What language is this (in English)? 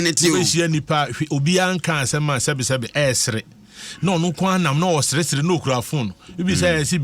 Akan